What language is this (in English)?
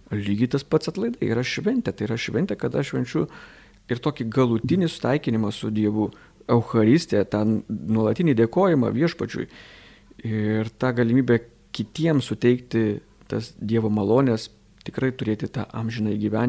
Lithuanian